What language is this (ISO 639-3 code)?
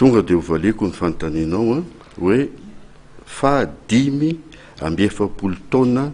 mlg